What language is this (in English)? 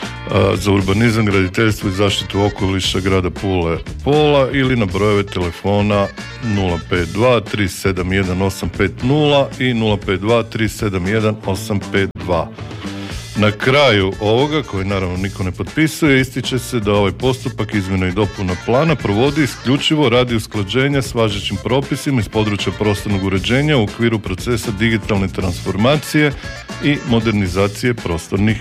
Croatian